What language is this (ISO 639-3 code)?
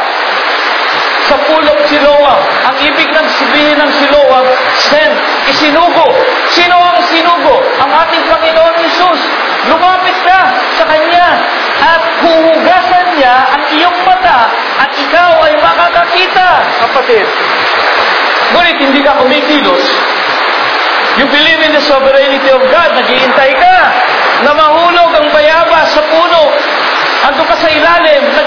fil